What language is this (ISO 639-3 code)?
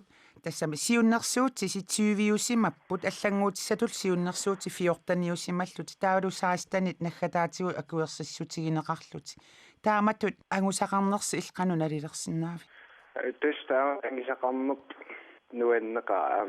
kal